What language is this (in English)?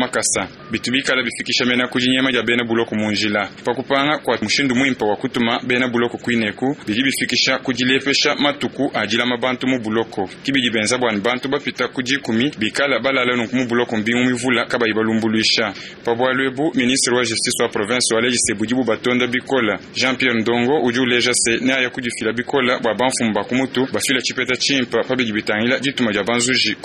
Luba-Lulua